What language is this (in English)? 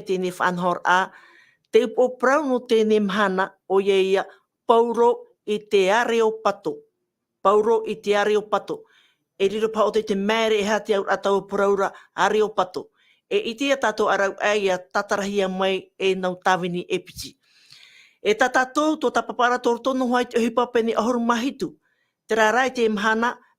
Tahitian